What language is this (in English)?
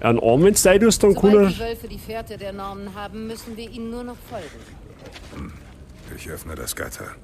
Bavarian